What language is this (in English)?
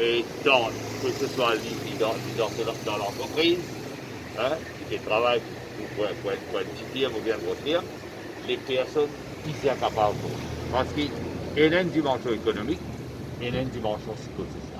Morisyen